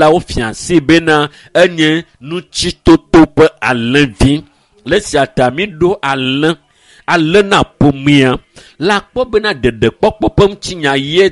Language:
Ewe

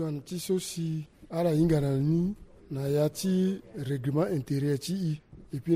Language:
Sango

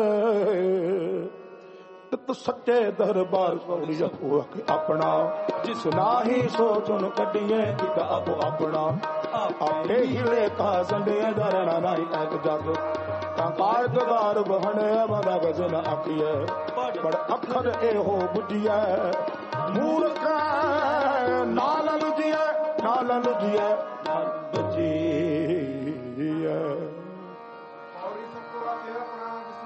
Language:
Punjabi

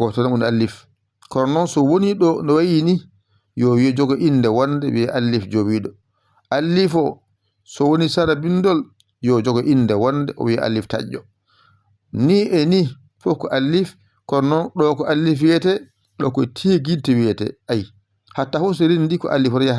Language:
Fula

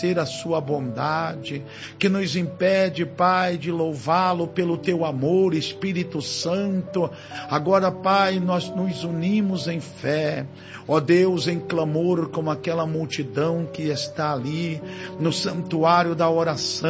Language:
Portuguese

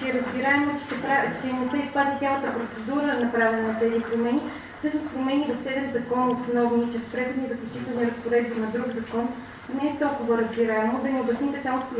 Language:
Bulgarian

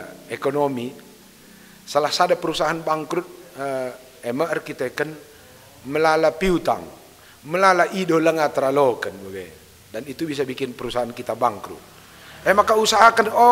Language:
Batak Karo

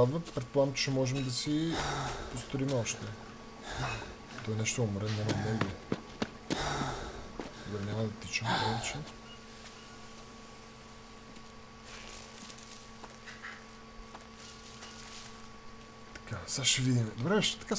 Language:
Bulgarian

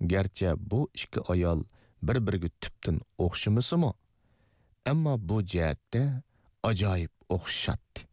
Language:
Uyghur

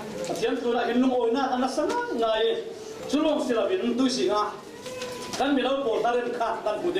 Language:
Falam Chin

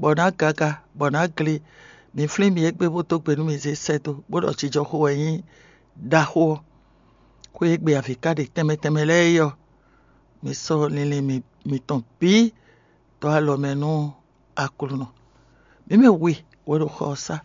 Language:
Fon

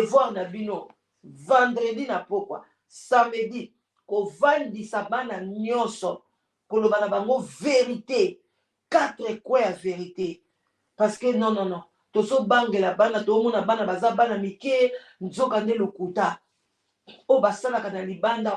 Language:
Lingala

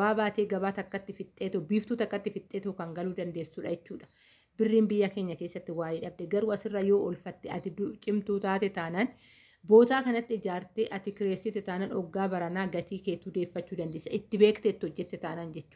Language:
Oromo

